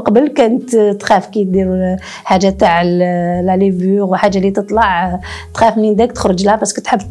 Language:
Algerian Arabic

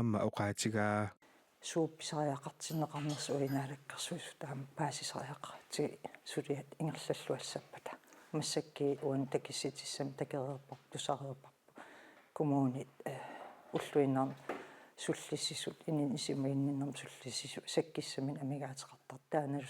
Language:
Kalaallisut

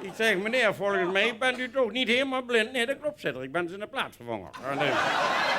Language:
Limburgish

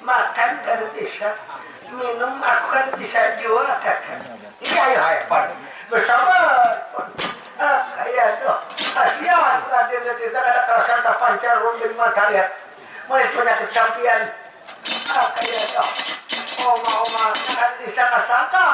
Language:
Banjar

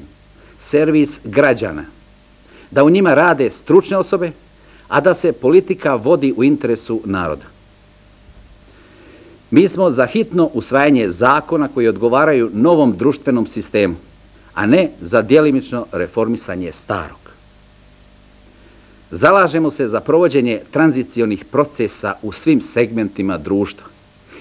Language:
Bosnian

